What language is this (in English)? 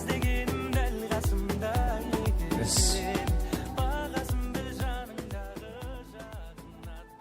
Kara-Kalpak